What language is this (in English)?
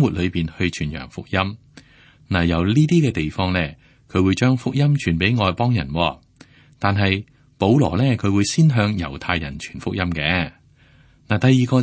Cantonese